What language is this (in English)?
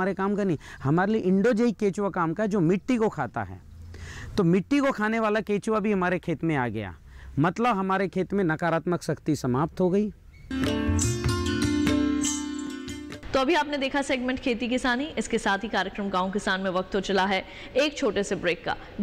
Hindi